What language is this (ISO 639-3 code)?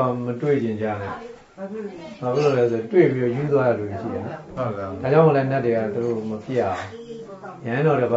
mya